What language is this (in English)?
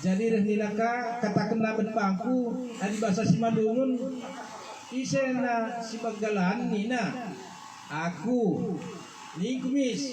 Batak Karo